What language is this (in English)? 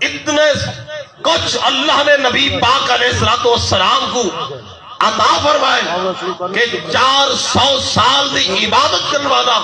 Saraiki